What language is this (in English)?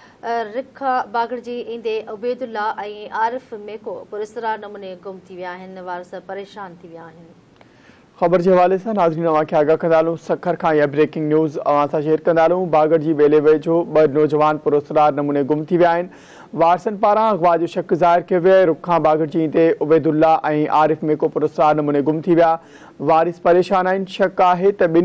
Sindhi